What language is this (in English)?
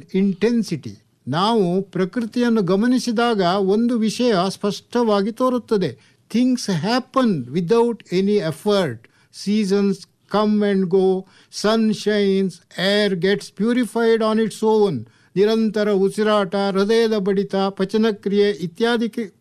Kannada